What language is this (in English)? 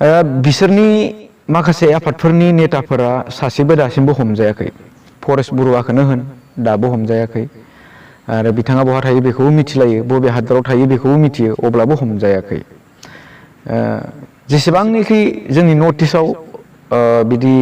Bodo